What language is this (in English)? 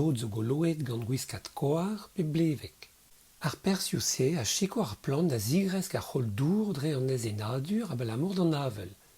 Breton